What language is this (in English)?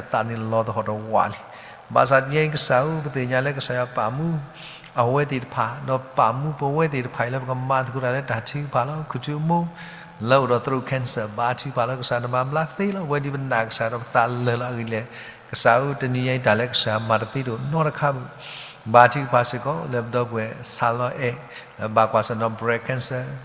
S'gaw Karen